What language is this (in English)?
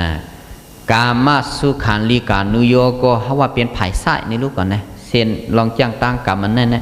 Shan